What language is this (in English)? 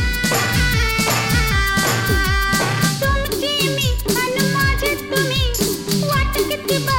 Marathi